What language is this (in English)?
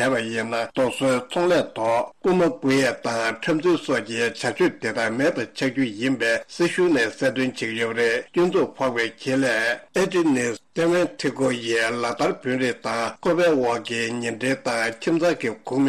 Tibetan